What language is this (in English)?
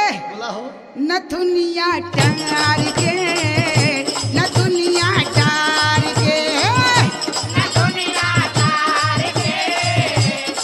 Bhojpuri